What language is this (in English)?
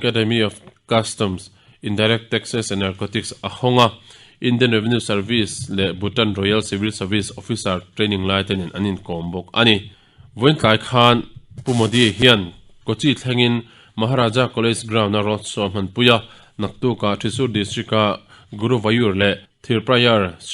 Mizo